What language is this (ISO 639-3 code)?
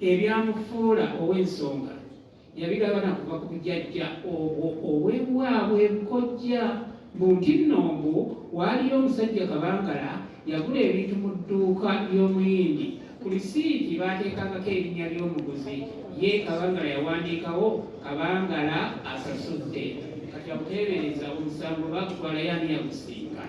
lug